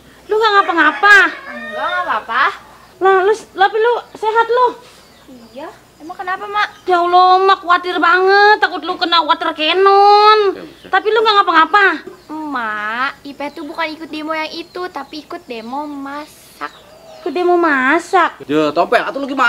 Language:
Betawi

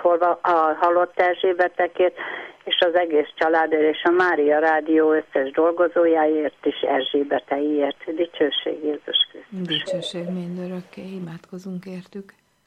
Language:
Hungarian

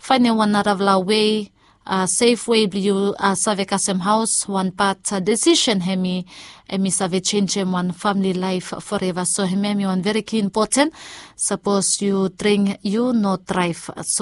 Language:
Bislama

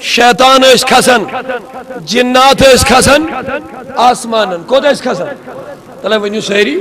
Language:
Kashmiri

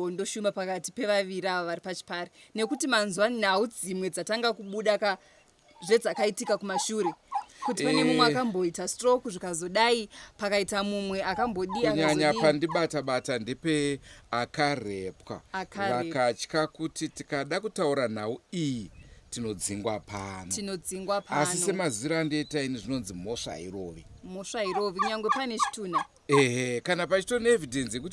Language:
Shona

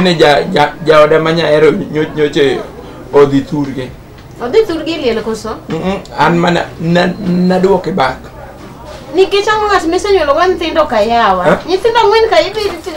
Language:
Luo (Kenya and Tanzania)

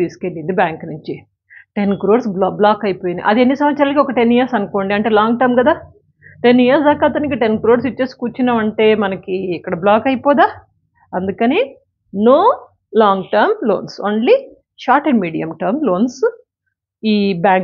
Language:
Telugu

